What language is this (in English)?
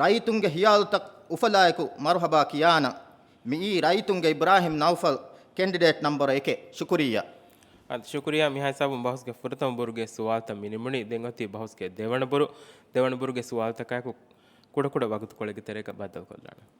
Divehi